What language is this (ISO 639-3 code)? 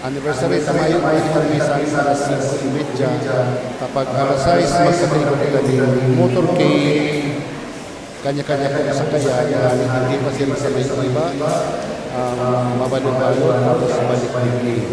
bik